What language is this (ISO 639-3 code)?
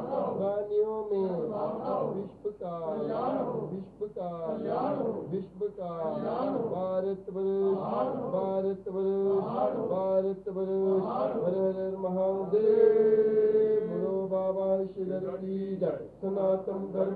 hin